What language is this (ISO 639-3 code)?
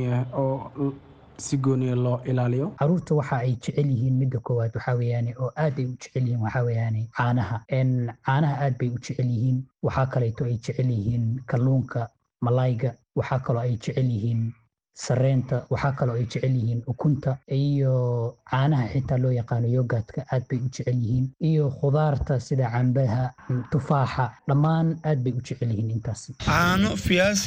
som